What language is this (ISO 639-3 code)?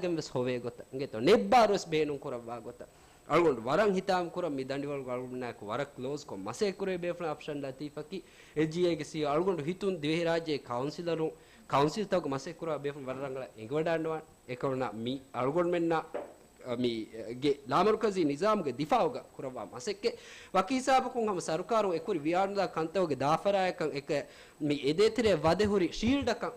div